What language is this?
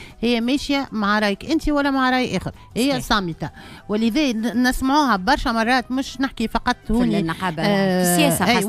Tunisian Arabic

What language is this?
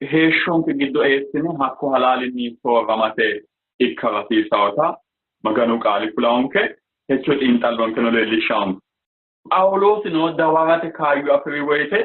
Sidamo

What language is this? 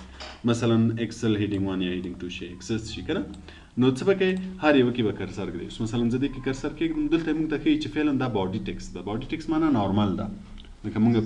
Pashto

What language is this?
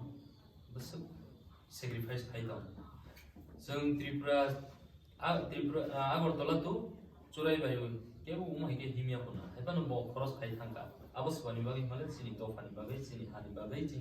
Kok Borok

